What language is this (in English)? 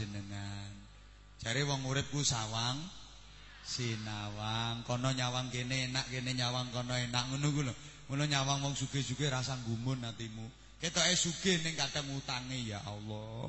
Javanese